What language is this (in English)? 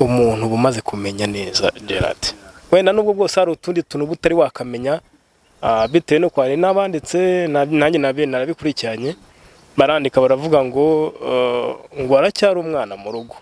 Kinyarwanda